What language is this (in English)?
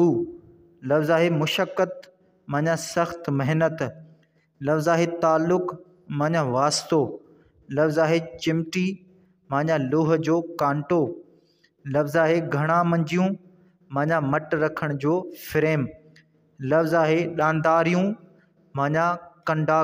Sindhi